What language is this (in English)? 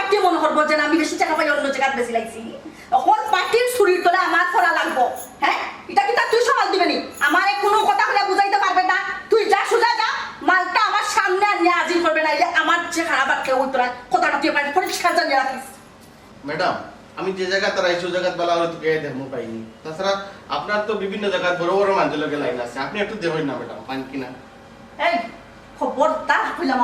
Sylheti